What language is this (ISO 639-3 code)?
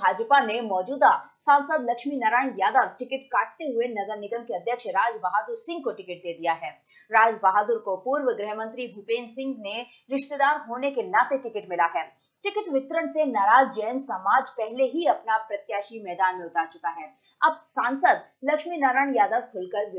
hin